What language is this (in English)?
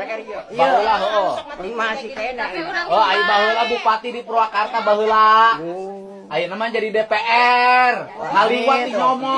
Sundanese